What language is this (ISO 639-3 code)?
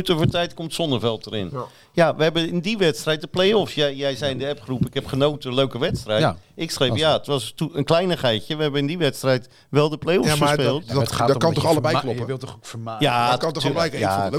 nld